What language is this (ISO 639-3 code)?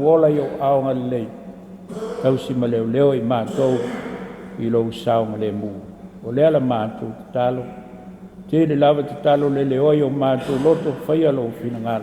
smo